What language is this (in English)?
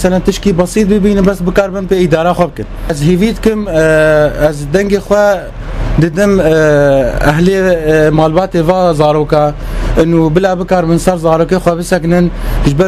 Kurdish